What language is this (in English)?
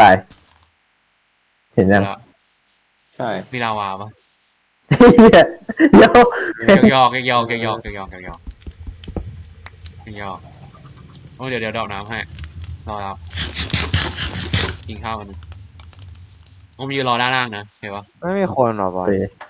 Thai